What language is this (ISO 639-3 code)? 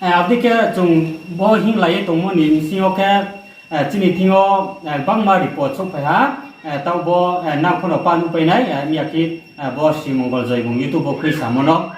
ria